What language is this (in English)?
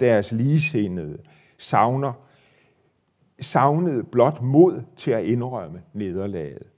Danish